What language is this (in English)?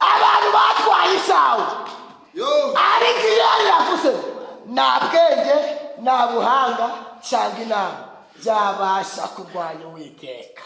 Kinyarwanda